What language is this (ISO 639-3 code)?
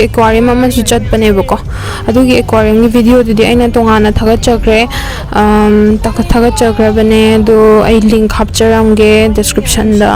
mni